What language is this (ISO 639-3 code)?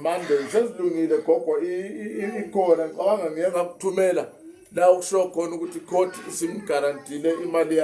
zul